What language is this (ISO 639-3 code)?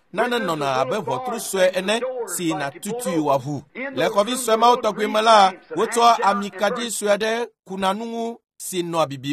ewe